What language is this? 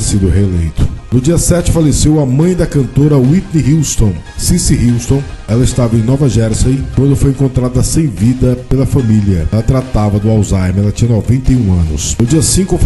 Portuguese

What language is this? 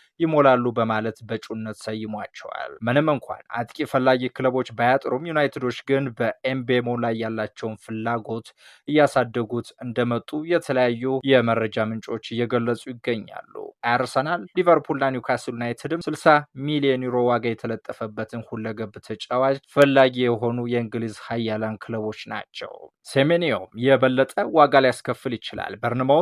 Amharic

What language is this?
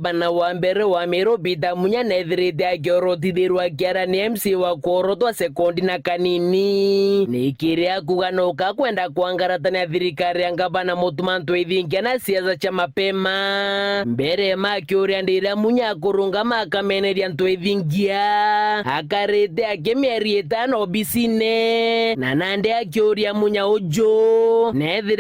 Meru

